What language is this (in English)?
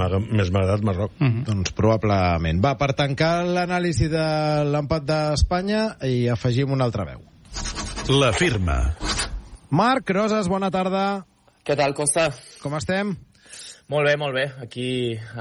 Catalan